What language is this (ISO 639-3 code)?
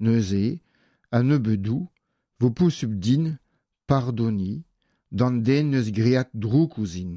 bre